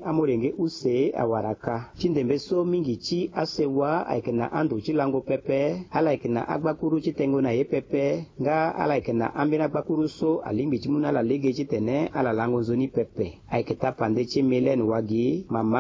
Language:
Sango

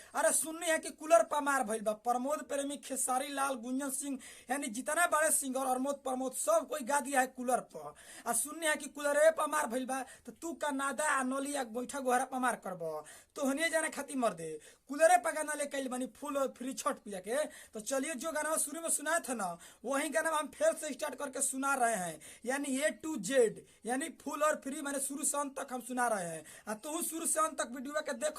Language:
Bhojpuri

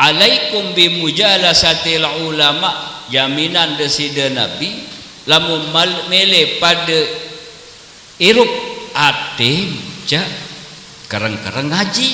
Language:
Sasak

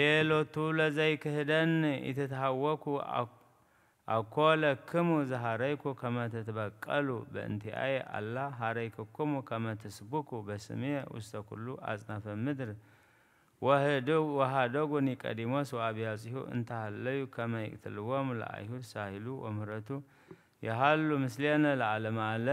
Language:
Geez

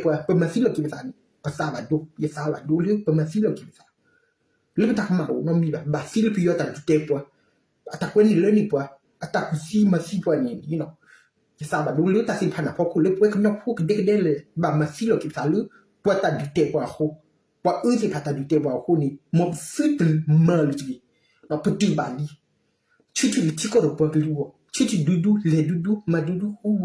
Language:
S'gaw Karen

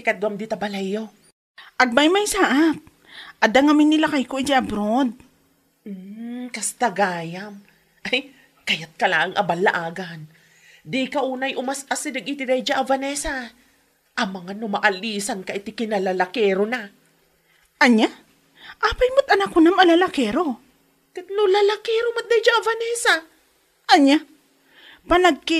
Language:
Iloko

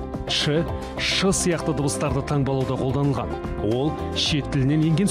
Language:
Kazakh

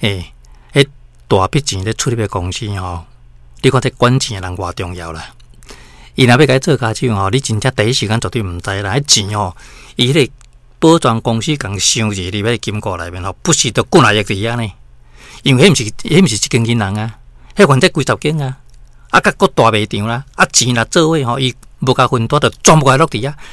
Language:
Min Nan Chinese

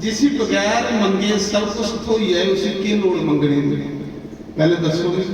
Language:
Dogri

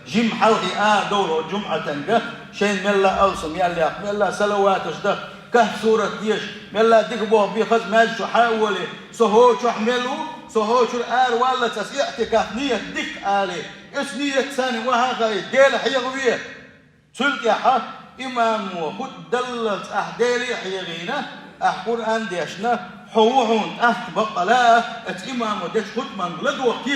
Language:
Chechen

